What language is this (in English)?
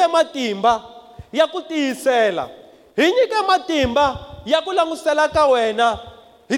Tsonga